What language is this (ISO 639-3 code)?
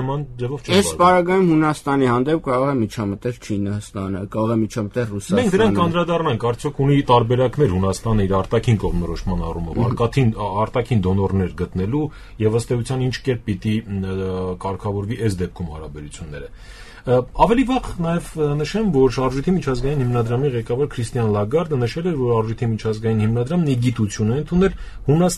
hye